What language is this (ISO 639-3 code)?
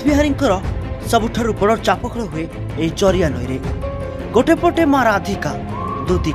ori